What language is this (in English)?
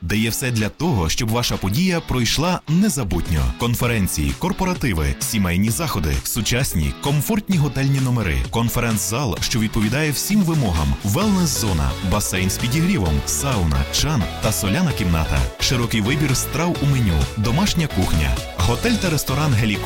Ukrainian